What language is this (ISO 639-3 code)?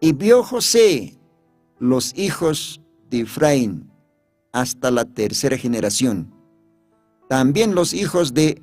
aym